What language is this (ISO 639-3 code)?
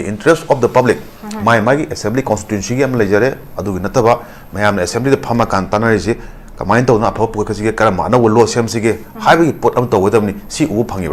mni